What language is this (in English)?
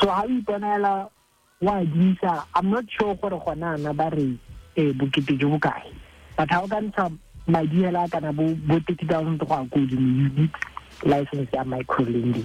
Tswana